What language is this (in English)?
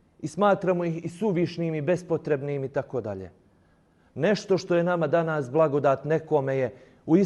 Bosnian